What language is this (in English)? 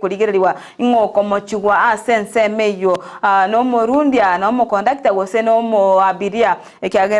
Gusii